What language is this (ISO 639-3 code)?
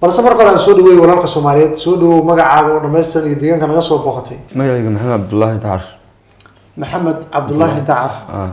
som